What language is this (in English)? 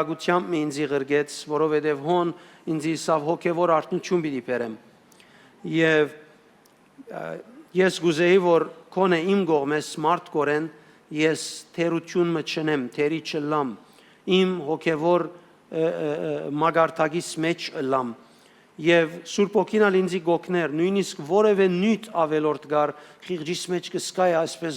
Western Armenian